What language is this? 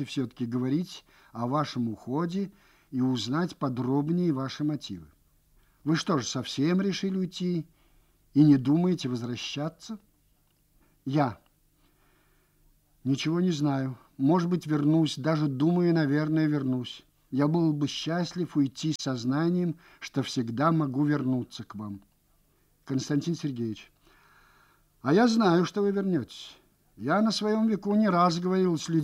Russian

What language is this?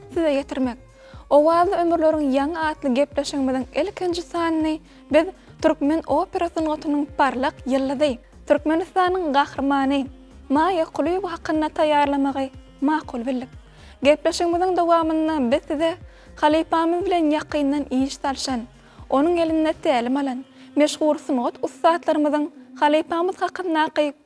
Turkmen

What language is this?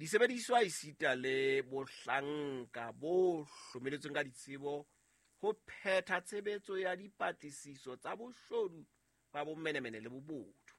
Southern Sotho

